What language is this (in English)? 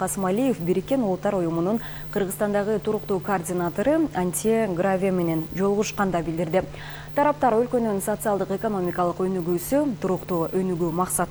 Kyrgyz